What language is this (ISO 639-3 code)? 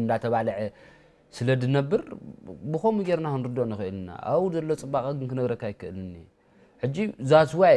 tir